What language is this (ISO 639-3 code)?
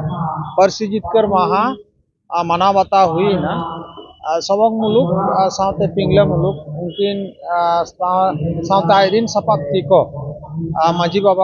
sat